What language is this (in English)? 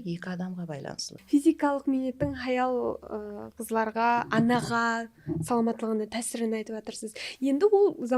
Kara-Kalpak